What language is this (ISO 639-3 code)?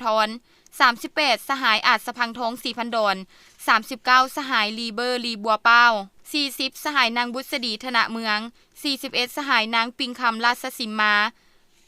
lao